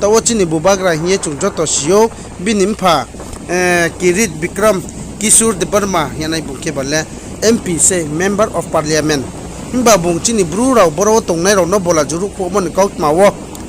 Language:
Riang (India)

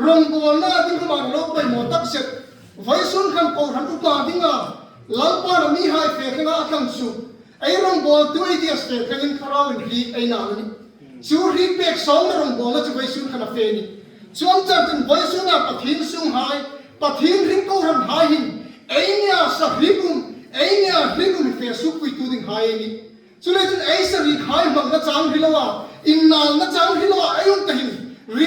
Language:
Hmar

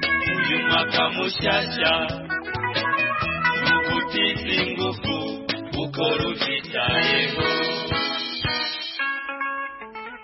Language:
Kinyarwanda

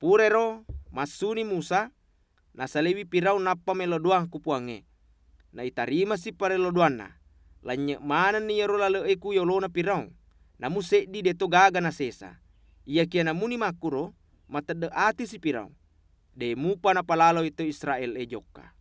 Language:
Buginese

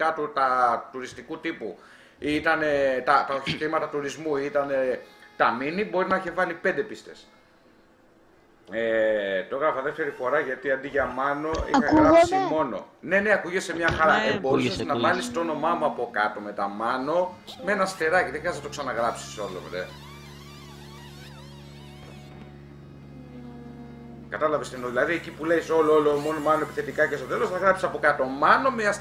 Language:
Greek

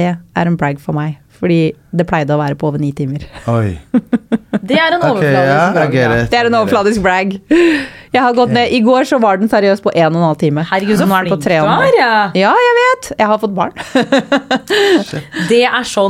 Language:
Norwegian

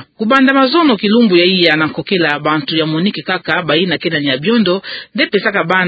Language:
Kituba (Democratic Republic of Congo)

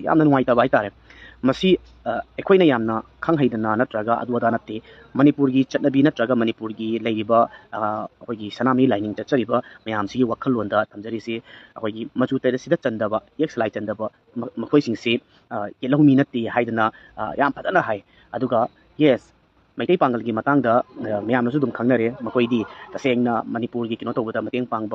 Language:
Manipuri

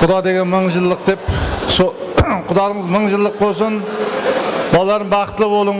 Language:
Kara-Kalpak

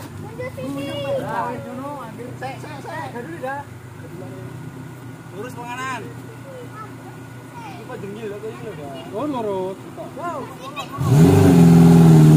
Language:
Indonesian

